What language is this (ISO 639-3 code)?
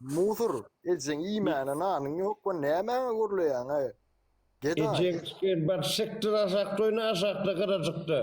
tuk